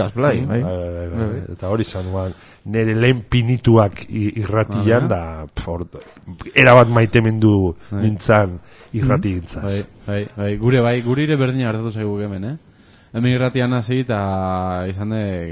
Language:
Basque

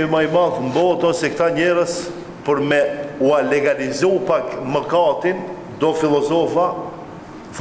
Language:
Albanian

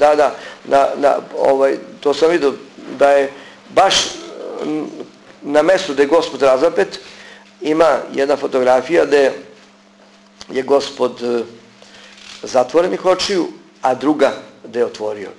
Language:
Serbian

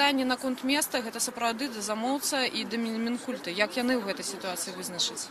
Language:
Belarusian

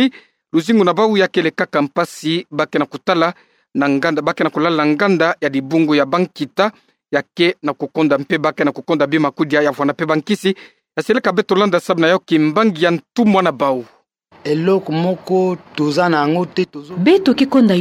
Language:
Kituba (Democratic Republic of Congo)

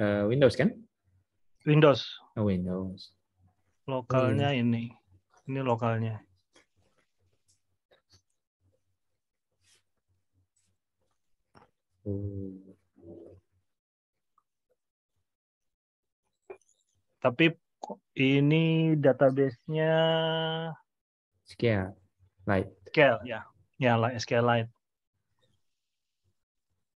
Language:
Indonesian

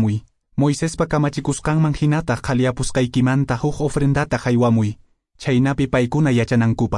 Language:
Quechua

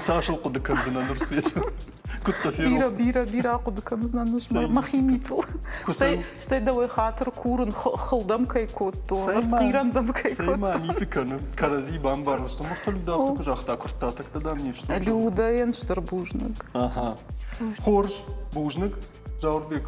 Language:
Ossetic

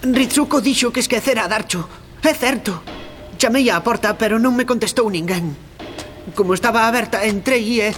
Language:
Galician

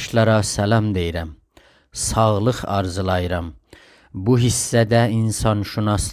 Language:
South Azerbaijani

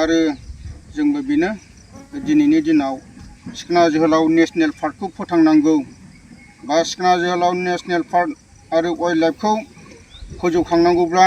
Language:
Bodo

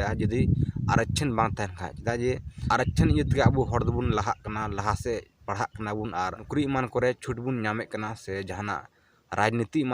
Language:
Santali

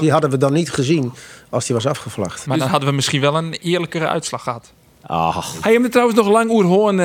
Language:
Western Frisian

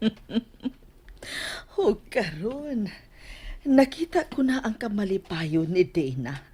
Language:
Cebuano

